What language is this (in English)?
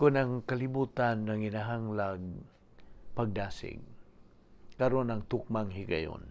Cebuano